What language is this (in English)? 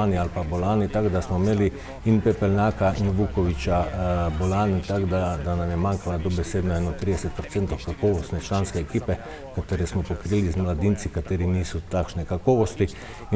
Slovenian